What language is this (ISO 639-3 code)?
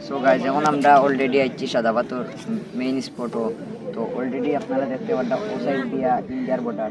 syl